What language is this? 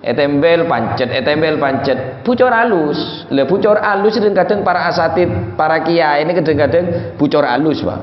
Madurese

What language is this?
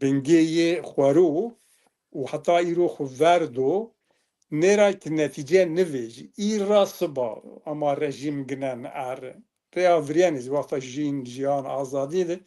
Zaza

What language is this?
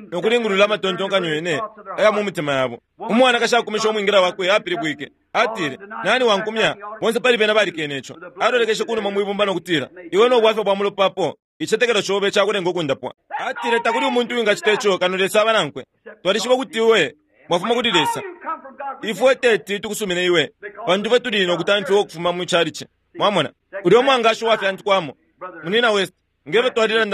Bemba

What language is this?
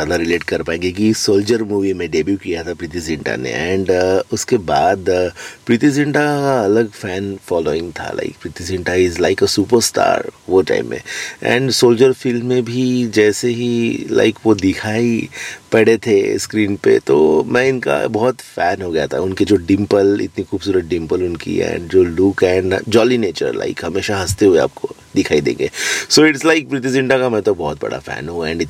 Hindi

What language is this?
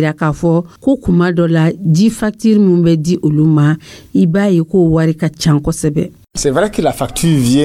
Dyula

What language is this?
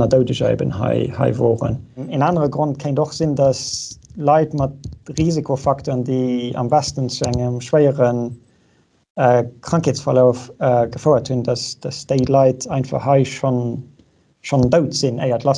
Luxembourgish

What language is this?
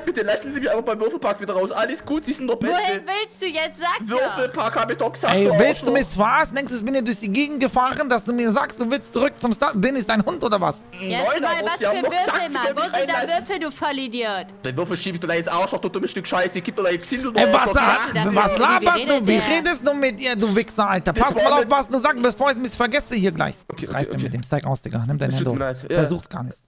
German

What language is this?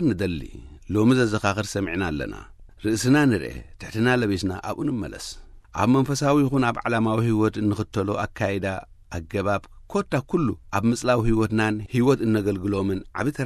Tigrinya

